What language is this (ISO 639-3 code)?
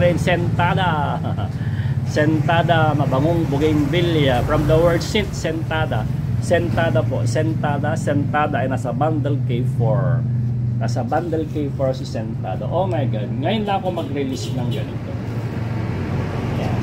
fil